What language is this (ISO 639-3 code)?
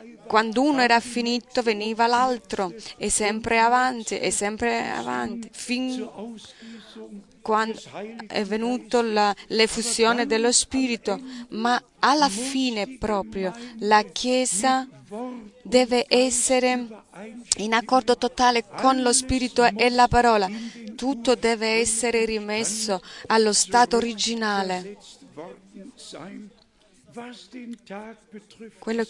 ita